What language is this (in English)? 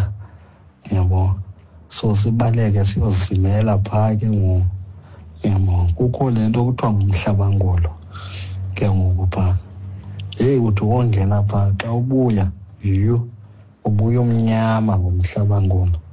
Xhosa